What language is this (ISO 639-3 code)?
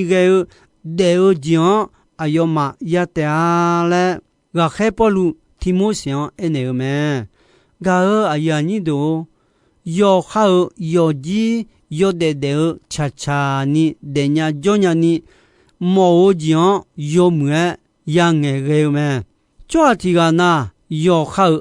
ahk